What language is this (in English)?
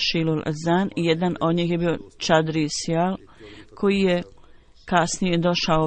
Bosnian